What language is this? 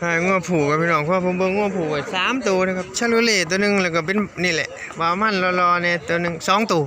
Northeastern Thai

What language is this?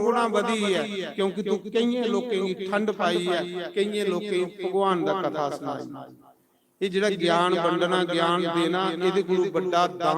Dogri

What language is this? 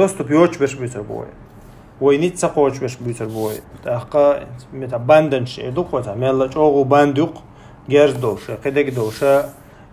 Chechen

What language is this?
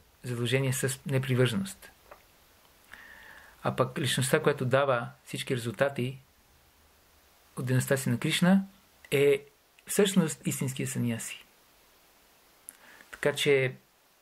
Bulgarian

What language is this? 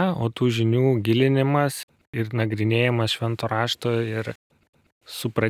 Lithuanian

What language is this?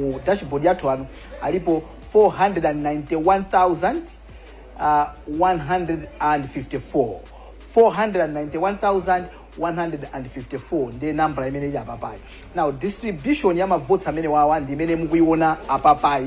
Nyanja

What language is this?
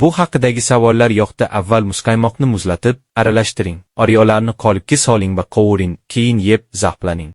Uzbek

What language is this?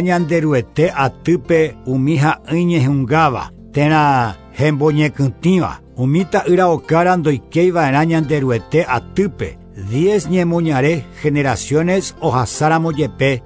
Guarani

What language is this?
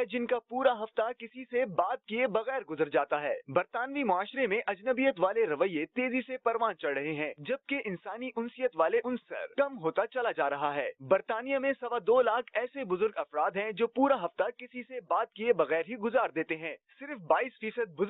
Urdu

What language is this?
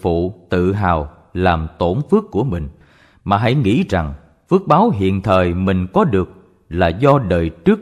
Vietnamese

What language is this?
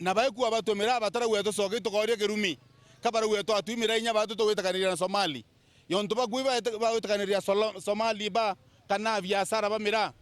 Meru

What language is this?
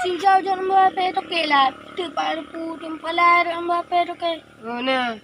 Achinese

